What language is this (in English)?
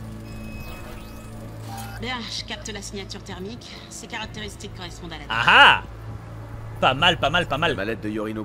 French